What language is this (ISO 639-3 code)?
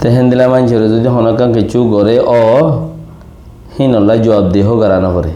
rhg